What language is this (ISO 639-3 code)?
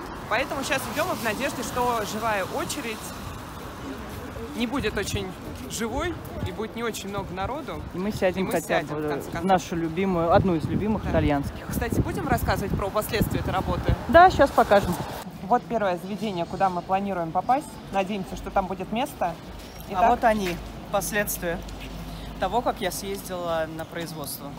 rus